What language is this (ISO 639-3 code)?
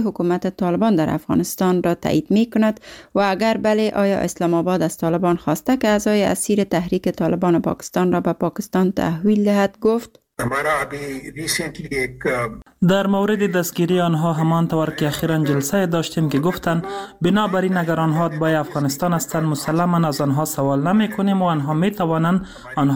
fas